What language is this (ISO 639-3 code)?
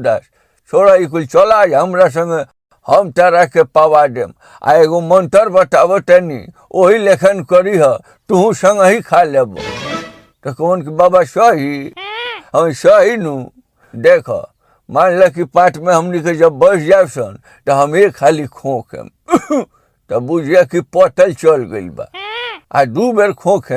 bho